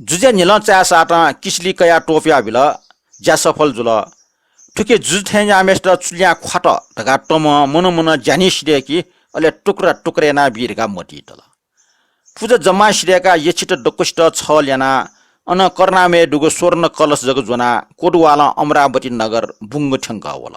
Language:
Newari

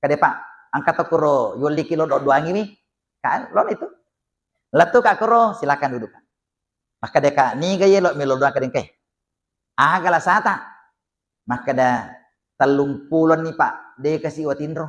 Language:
Buginese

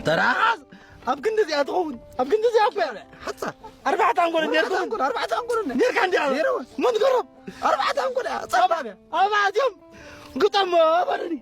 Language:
Tigrinya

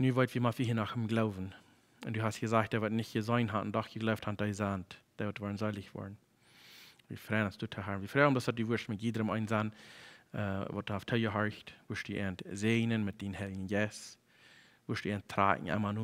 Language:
Plautdietsch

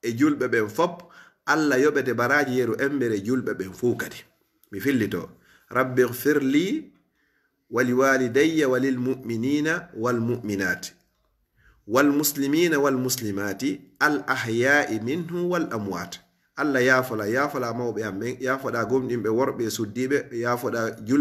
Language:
Fula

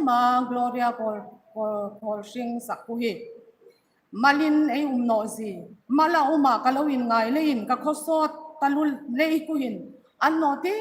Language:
Hmar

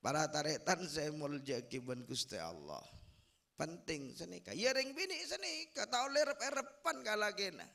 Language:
Madurese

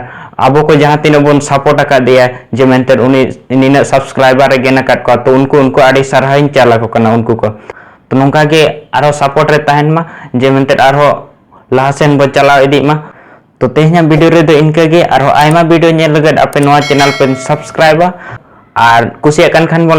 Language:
Santali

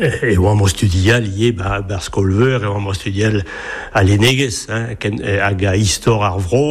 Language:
Breton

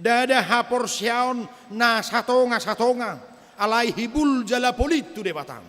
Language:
Batak Toba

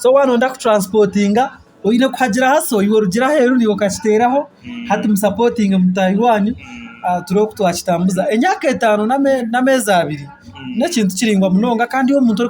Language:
Nyankole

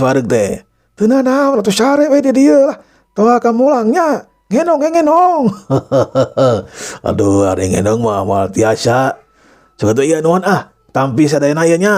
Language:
Sundanese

